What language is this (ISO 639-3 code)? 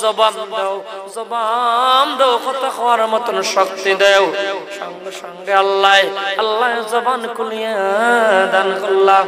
syl